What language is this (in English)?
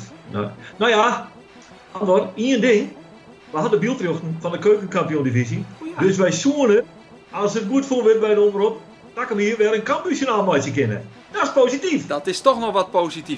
Western Frisian